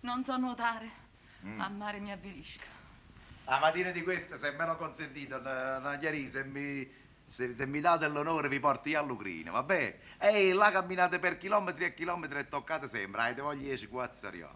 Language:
Neapolitan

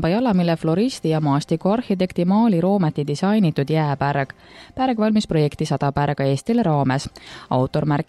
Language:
Estonian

